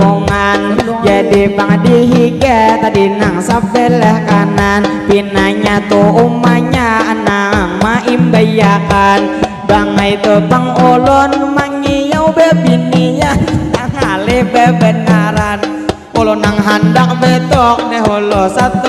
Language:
Banjar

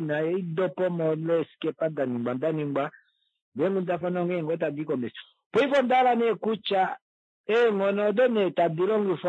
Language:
Kuanyama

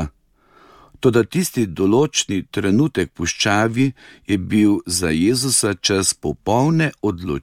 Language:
Slovenian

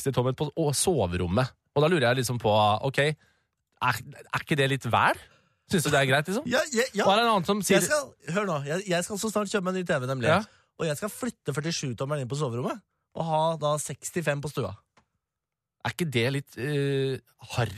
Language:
Norwegian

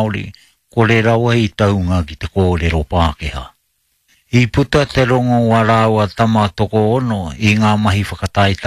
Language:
Māori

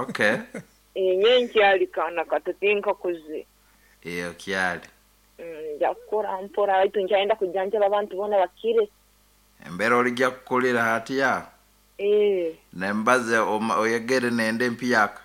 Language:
Nyoro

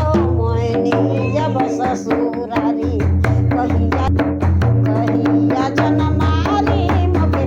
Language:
Sadri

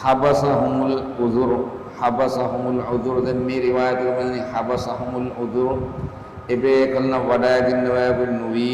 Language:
Divehi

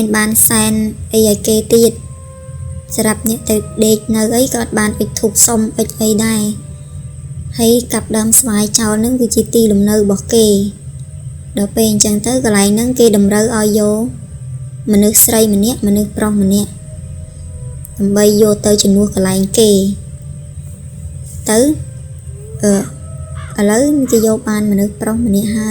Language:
Khmer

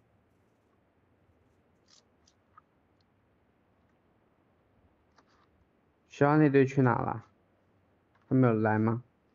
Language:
Chinese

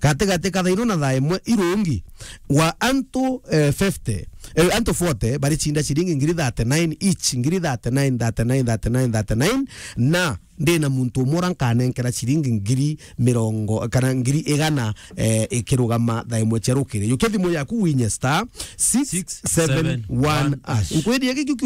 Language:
Meru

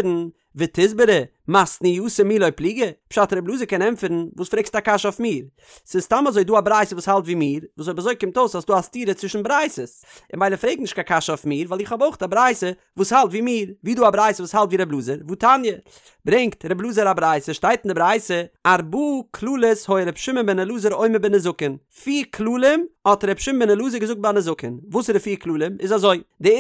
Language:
Yiddish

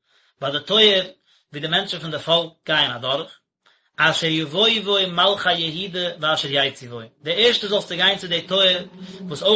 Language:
Yiddish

